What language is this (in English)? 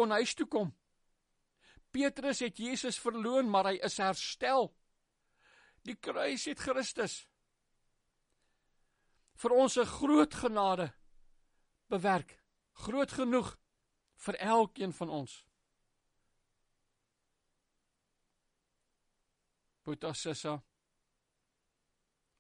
Afrikaans